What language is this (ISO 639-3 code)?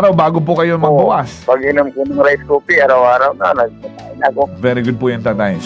fil